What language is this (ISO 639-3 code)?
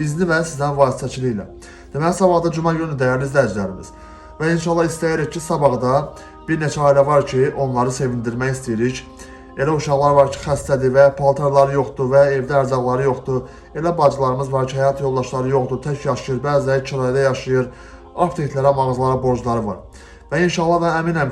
aze